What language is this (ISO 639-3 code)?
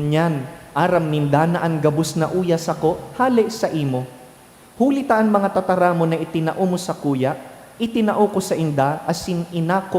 bik